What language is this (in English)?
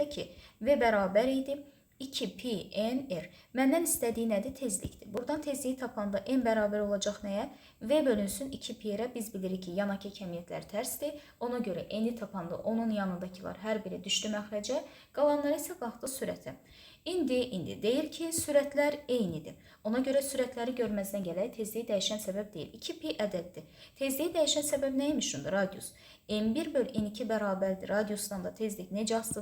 Azerbaijani